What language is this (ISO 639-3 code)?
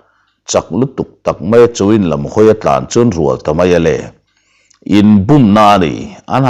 lus